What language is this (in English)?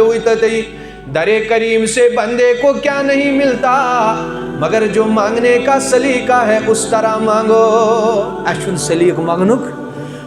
Kashmiri